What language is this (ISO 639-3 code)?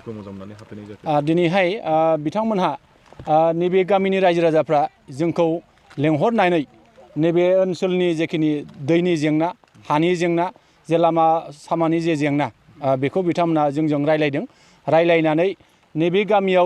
brx